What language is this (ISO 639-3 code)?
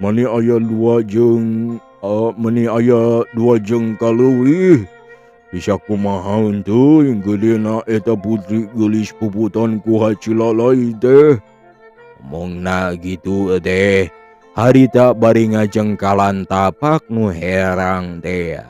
sun